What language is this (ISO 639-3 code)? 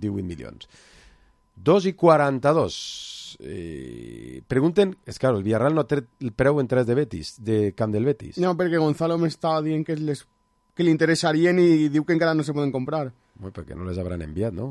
cat